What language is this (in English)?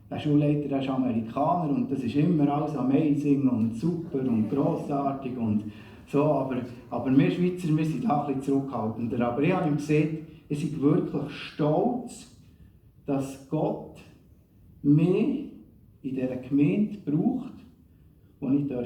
Swiss German